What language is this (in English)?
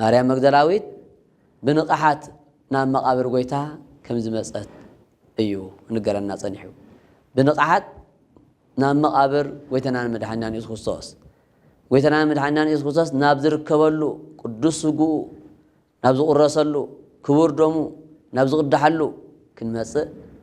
Tigrinya